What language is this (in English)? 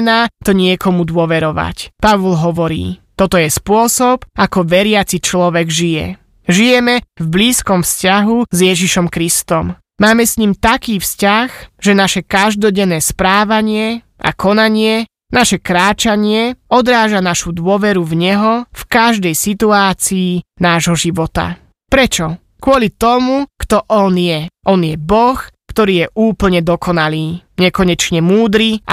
Slovak